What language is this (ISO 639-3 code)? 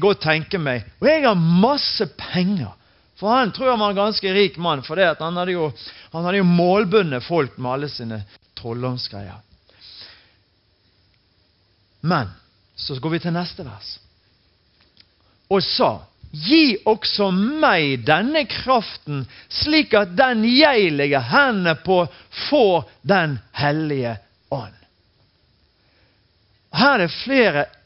nor